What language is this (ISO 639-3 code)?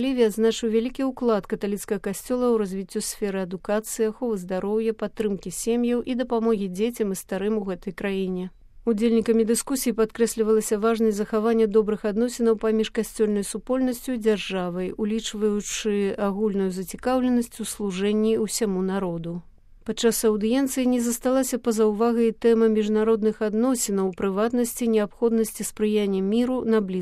bel